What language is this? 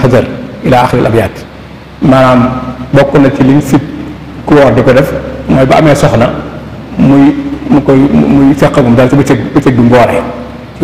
Wolof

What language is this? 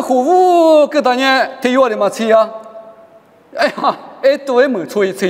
Lisu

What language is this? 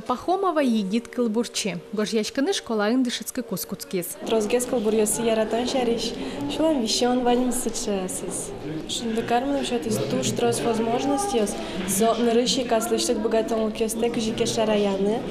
Udmurt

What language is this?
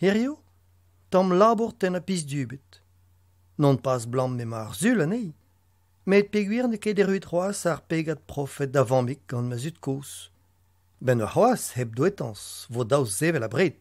Breton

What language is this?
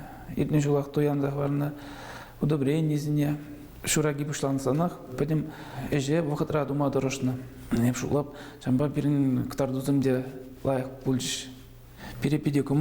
Chuvash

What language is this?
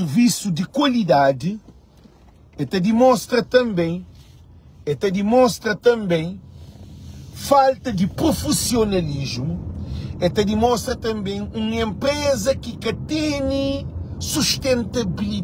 Kabuverdianu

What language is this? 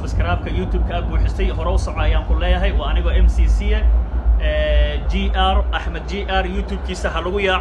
Somali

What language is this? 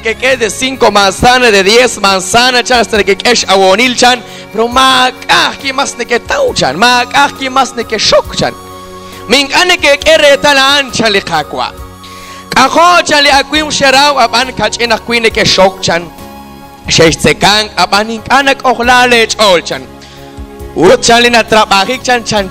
Kekchí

